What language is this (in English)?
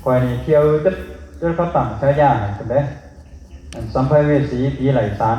Northeastern Thai